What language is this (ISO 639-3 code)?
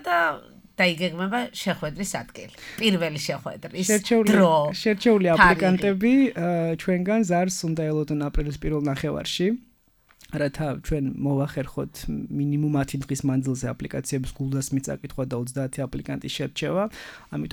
kat